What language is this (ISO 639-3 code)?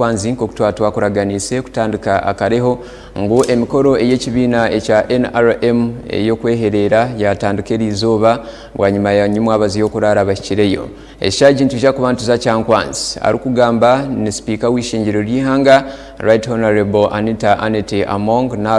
nyn